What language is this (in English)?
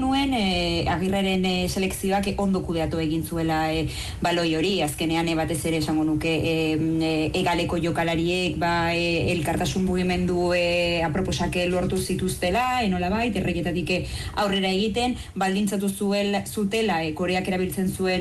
Basque